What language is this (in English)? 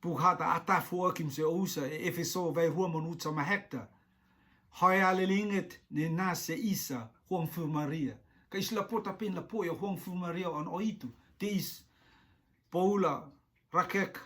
Rotuman